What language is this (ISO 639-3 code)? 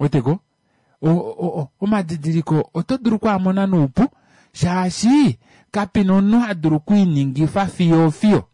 kua